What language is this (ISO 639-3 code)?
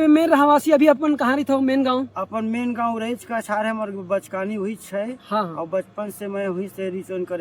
hne